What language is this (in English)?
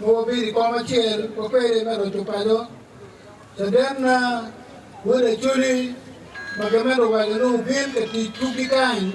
Acoli